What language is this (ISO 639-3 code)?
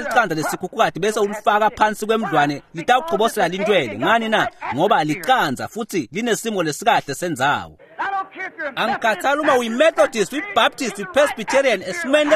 ssw